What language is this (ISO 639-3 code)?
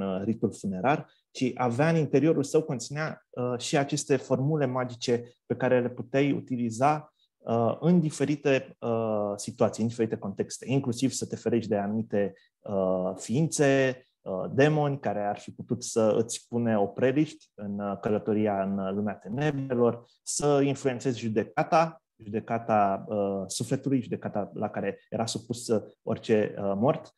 ron